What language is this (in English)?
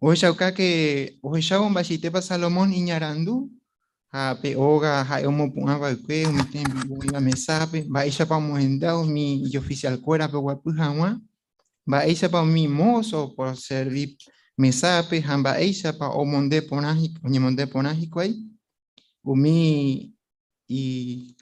Guarani